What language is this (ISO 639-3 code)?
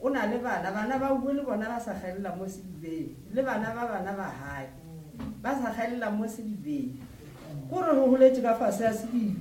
nso